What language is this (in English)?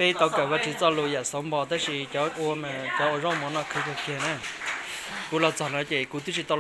Hmong